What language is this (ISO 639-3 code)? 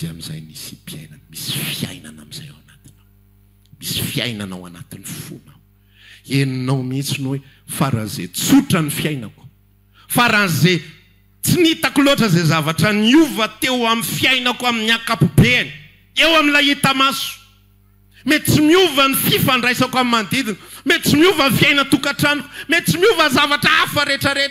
mlg